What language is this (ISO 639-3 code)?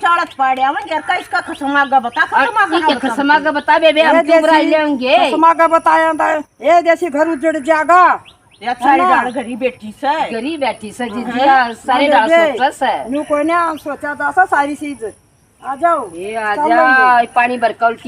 bgc